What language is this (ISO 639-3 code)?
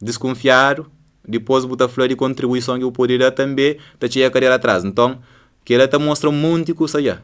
kea